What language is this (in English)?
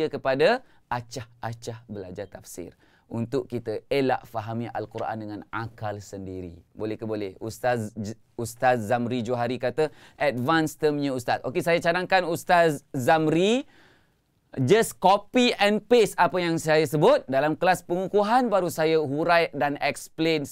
Malay